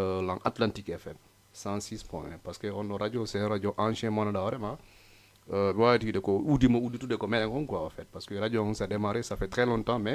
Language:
Fula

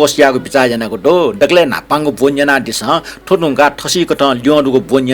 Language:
Newari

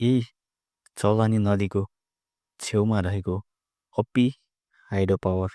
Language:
Nepali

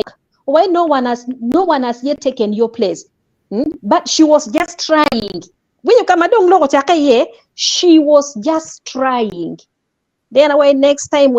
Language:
Acoli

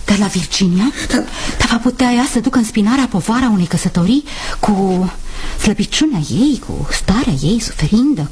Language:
Romanian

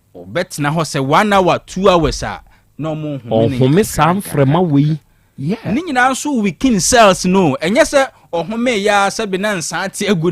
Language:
Akan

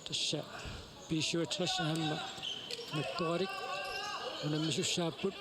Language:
Kalaallisut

